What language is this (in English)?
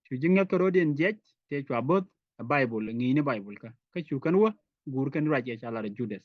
Nuer